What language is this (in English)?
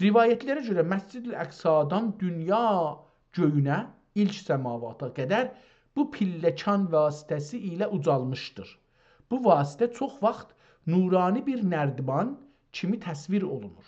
South Azerbaijani